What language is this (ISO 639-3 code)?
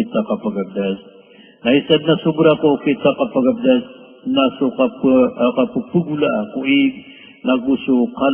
mrw